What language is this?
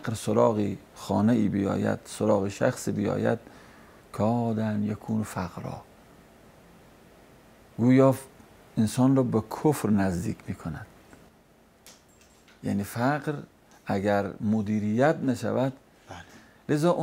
Persian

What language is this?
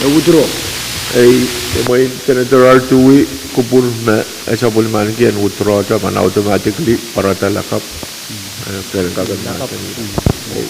Pohnpeian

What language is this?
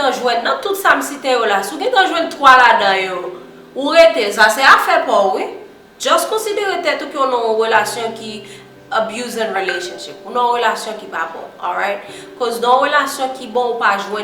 Haitian Creole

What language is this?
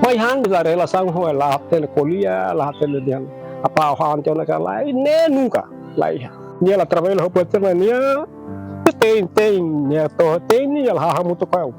Tetum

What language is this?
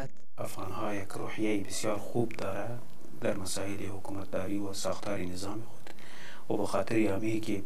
Persian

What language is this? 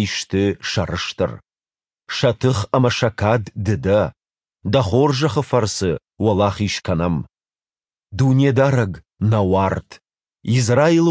Ossetic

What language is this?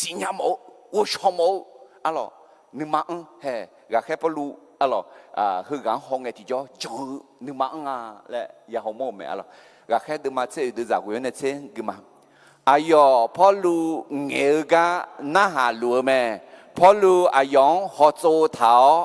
Akha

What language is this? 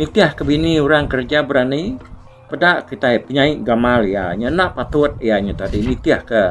Iban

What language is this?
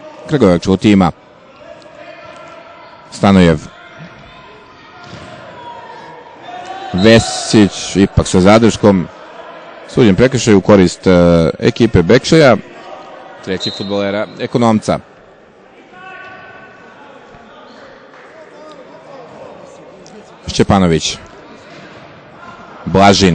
Serbian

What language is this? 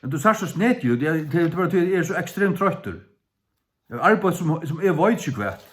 Faroese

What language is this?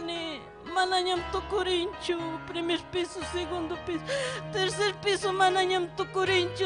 Ayacucho Quechua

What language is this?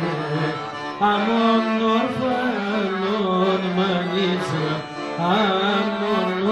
Greek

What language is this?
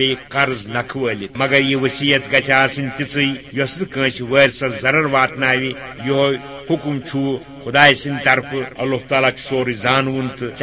Kashmiri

